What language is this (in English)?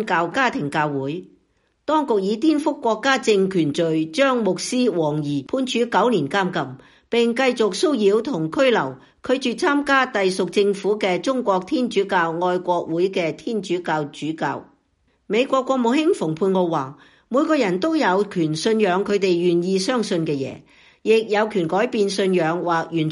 Cantonese